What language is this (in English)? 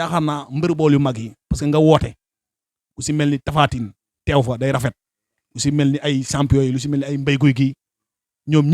Wolof